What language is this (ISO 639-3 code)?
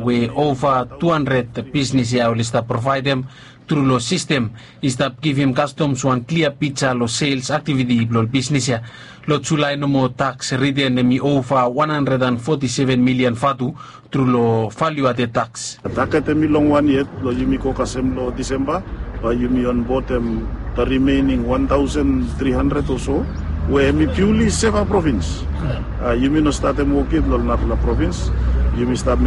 bis